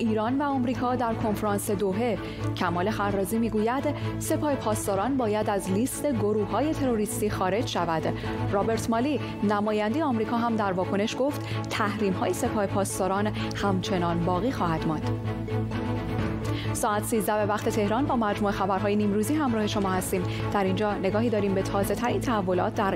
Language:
Persian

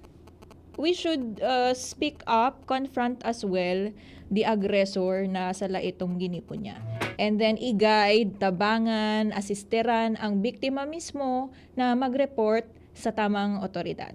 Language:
Bikol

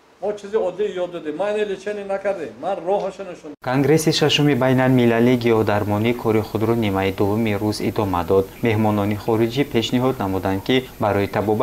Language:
Tajik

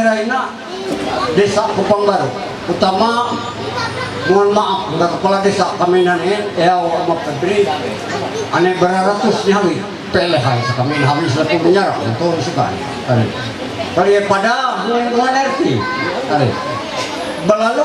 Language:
Ma'anyan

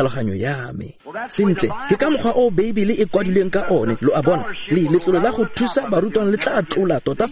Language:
Tswana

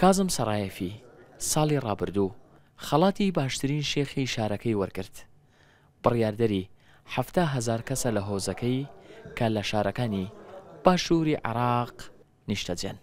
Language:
Central Kurdish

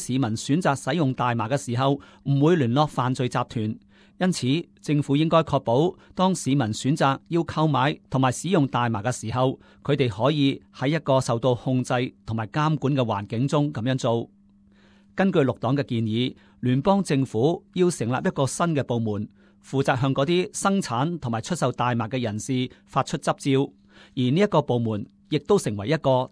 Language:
Cantonese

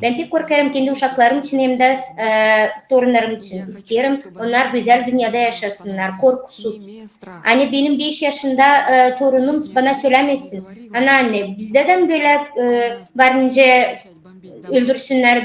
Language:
Gagauz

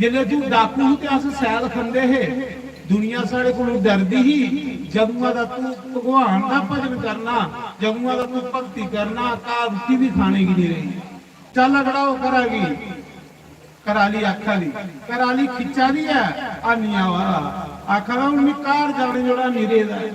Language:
Dogri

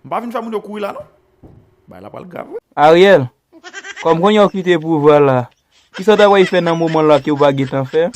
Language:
Haitian Creole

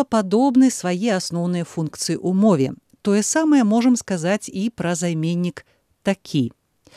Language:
Belarusian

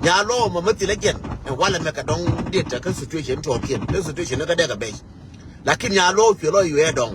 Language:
Nuer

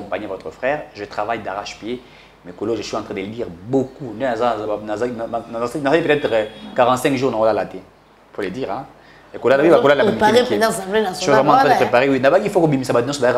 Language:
French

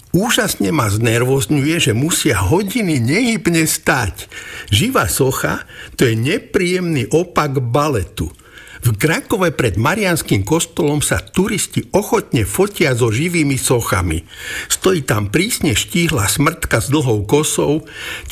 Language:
Slovak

